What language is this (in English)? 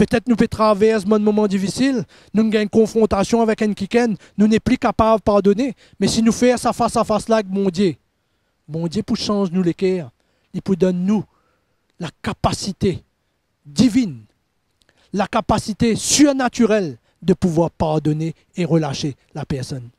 Morisyen